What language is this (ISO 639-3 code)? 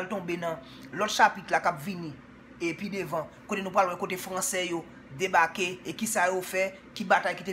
hat